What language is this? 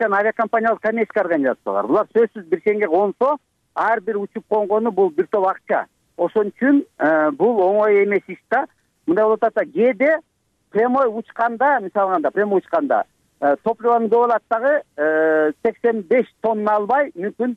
Kyrgyz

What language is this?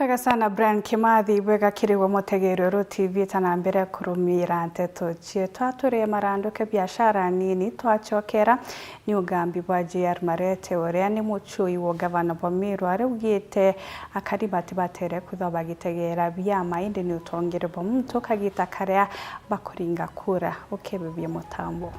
Meru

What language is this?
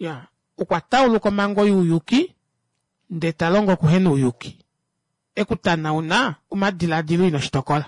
Kuanyama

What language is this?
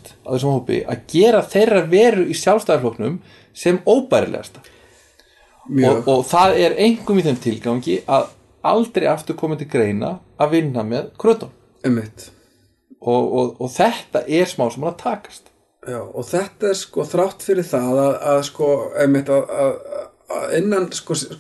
Icelandic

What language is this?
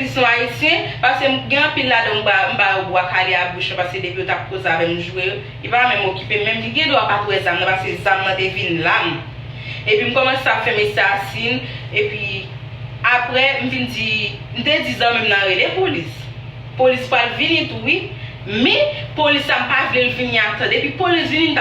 Haitian Creole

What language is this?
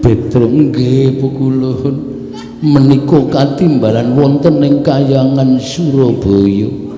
Javanese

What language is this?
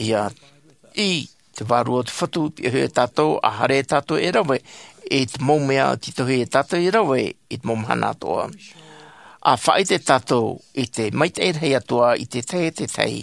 Tahitian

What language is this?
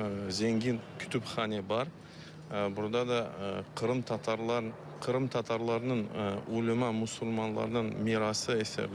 Crimean Tatar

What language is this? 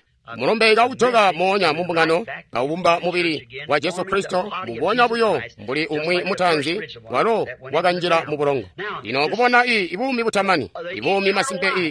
Tonga (Zambia)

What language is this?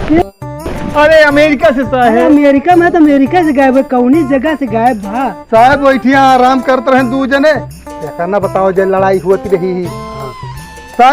Awadhi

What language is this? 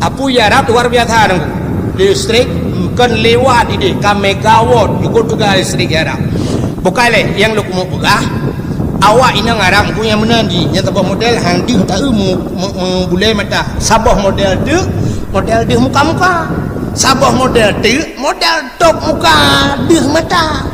Achinese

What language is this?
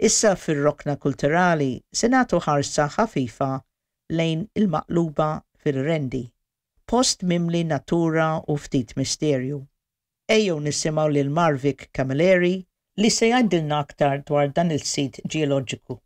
Maltese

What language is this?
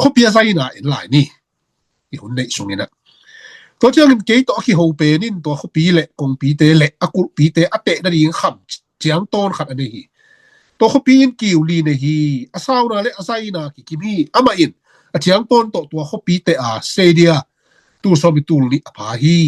Tedim Chin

